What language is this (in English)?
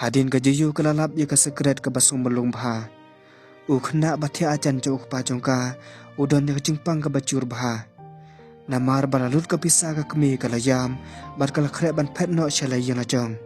Khasi